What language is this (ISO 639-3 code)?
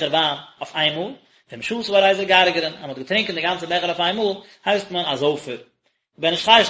yid